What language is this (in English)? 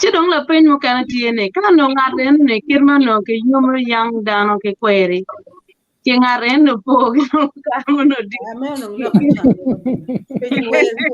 Acoli